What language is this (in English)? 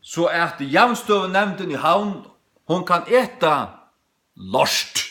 Faroese